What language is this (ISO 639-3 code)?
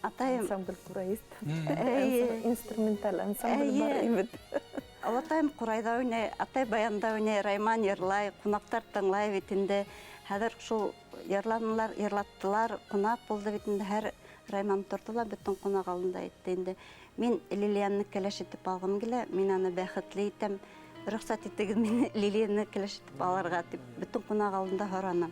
bak